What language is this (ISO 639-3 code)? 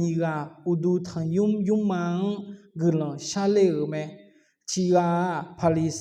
ahk